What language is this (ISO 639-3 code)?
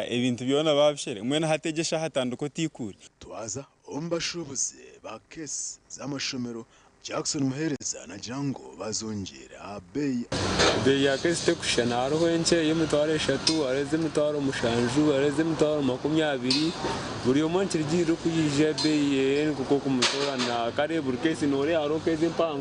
nyn